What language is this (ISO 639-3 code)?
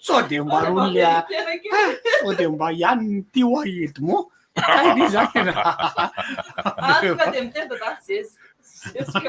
mlg